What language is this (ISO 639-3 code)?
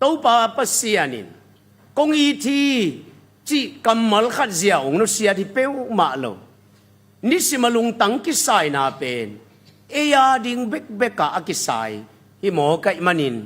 ctd